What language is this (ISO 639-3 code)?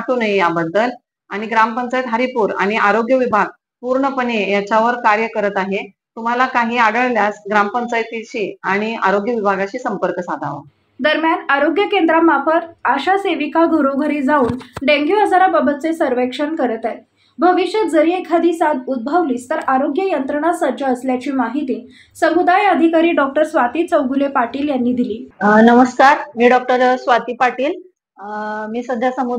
mar